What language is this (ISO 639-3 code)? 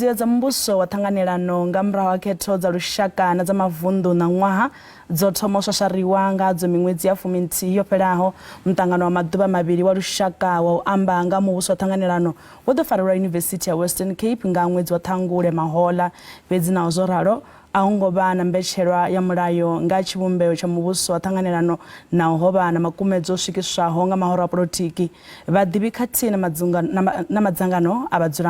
ven